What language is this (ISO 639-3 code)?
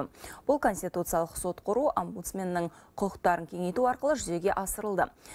kaz